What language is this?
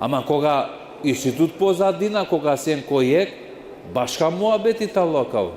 Balkan Romani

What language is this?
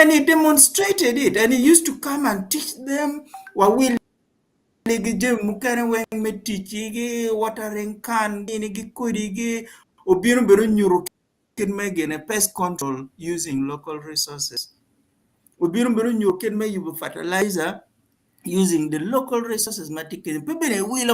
Acoli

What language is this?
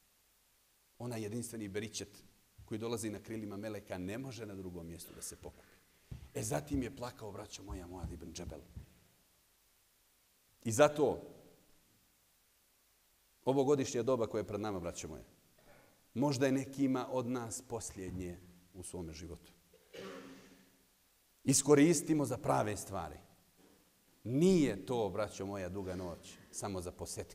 Bosnian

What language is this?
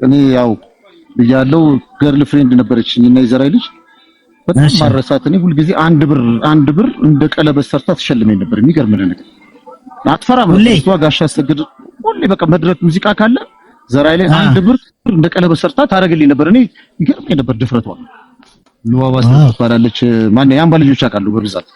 Amharic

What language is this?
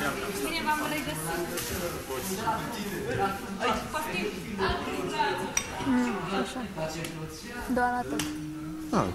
Romanian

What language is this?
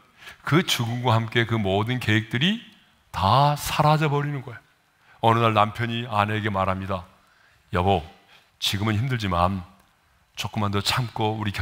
Korean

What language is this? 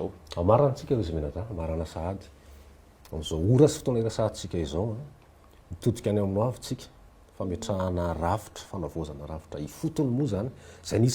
Malagasy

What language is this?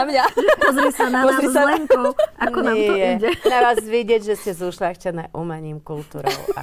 Slovak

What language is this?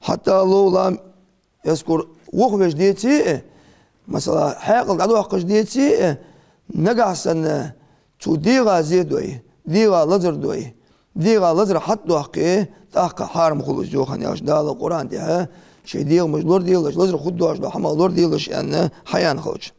Ingush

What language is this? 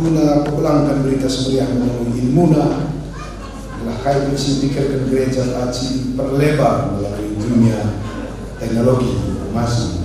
Batak Karo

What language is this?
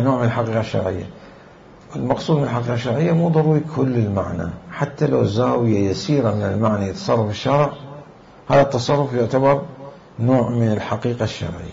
Mesopotamian Arabic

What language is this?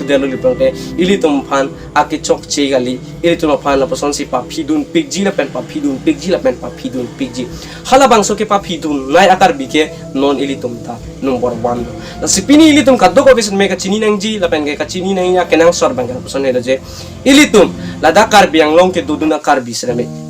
Karbi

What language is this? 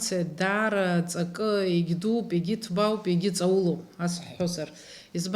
Abkhazian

